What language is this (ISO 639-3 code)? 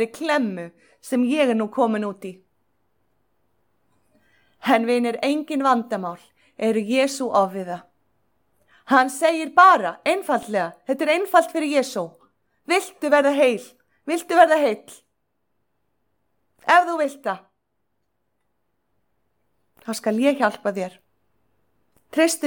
isl